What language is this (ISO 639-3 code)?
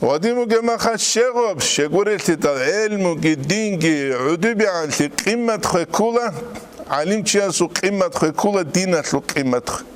ava